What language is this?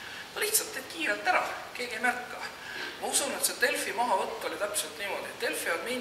Estonian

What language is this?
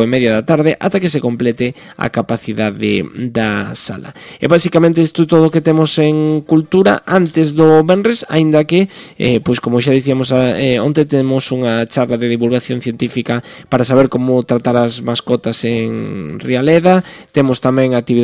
Galician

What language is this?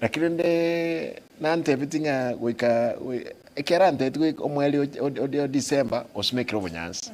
Gusii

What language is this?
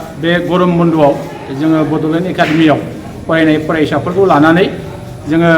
Bodo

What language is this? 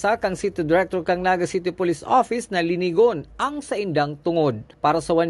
Bikol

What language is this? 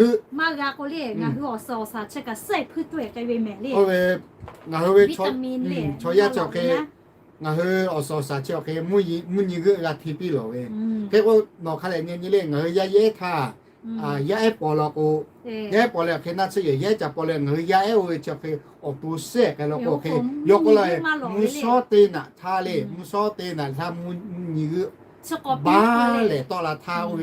Lahu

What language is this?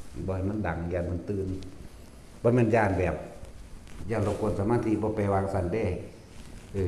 Northeastern Thai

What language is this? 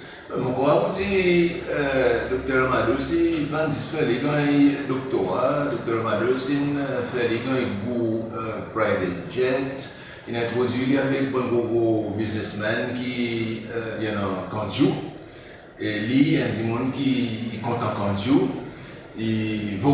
Seselwa Creole French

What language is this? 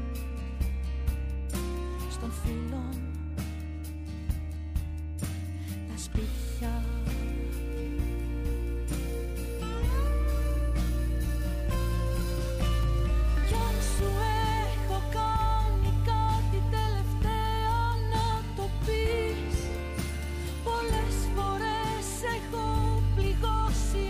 Greek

